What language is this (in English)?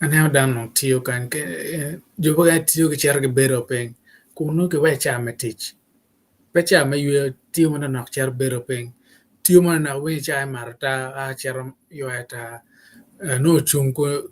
Acoli